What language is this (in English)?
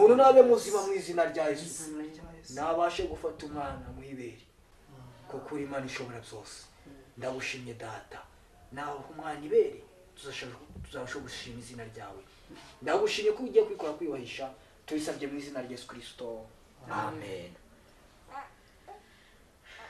Kinyarwanda